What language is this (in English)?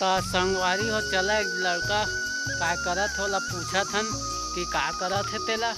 Chhattisgarhi